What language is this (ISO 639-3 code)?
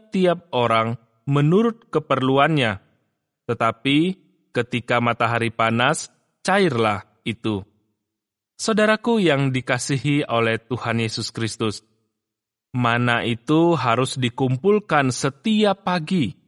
ind